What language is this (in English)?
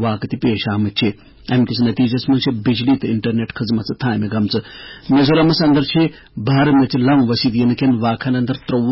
Kashmiri